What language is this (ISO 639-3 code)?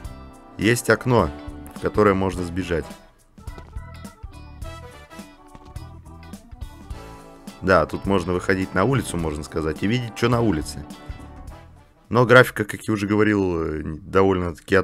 rus